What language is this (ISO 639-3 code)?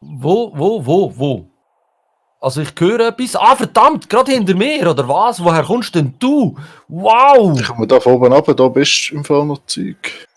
gsw